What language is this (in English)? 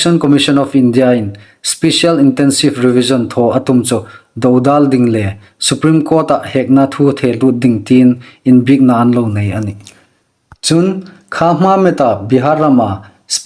Hmar